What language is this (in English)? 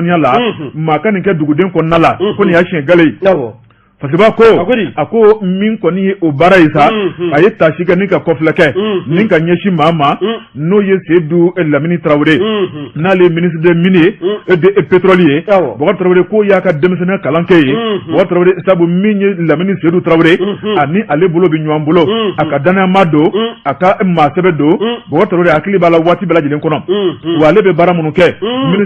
Bambara